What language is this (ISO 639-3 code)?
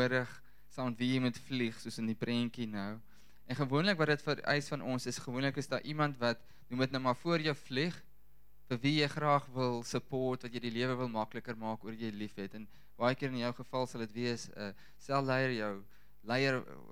afr